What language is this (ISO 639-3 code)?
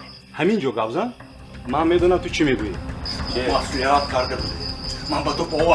tgk